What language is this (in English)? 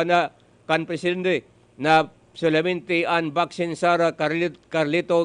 Bikol